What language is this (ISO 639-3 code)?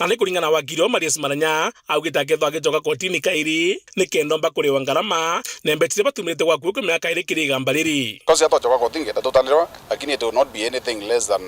mer